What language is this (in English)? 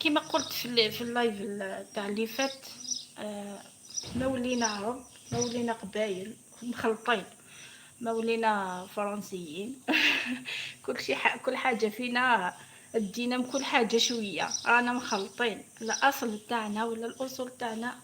Algerian Arabic